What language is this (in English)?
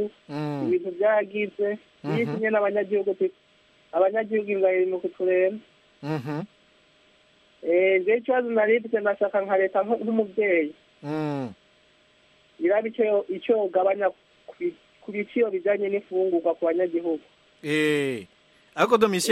Kinyarwanda